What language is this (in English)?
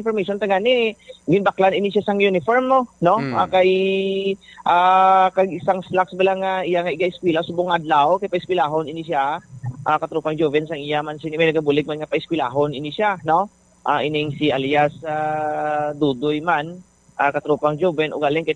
Hiligaynon